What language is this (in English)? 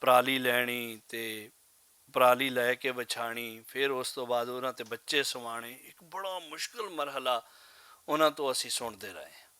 Western Panjabi